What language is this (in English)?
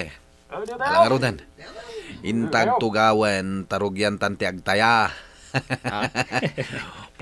Iloko